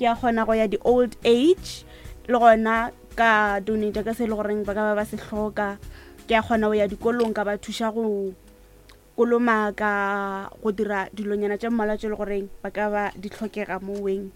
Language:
Northern Sotho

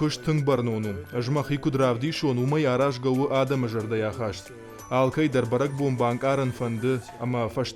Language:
Ossetic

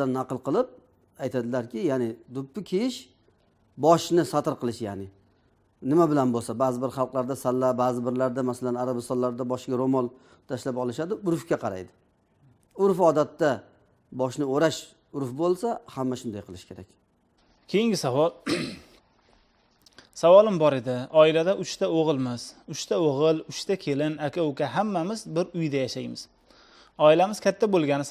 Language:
Uzbek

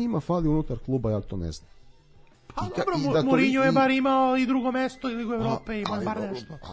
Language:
Serbian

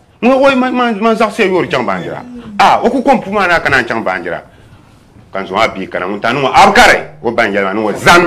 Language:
Dagbani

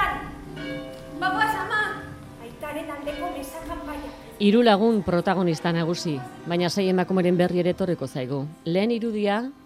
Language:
Basque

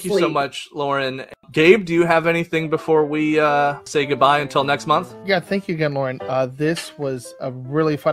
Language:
English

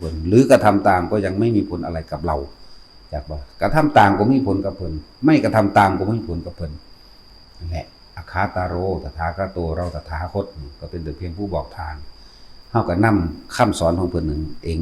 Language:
Northeastern Thai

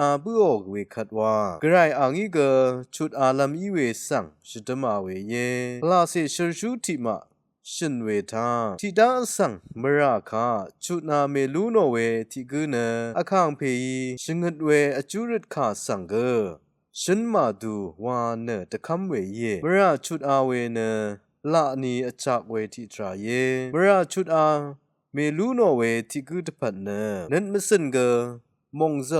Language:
Rawang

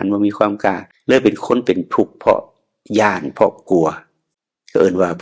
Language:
Northeastern Thai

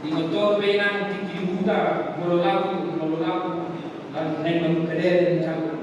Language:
Batak Toba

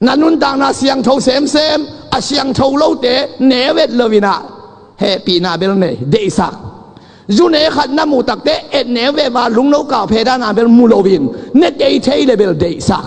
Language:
Tedim Chin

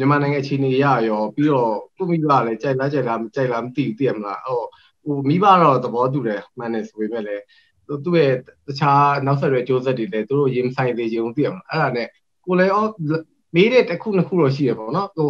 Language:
Burmese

